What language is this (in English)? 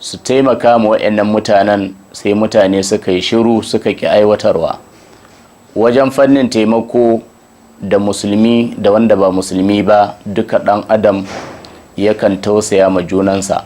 Hausa